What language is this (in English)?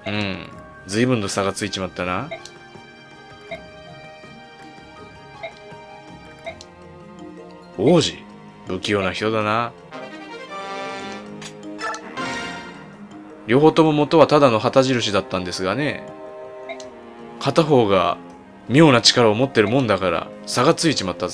Japanese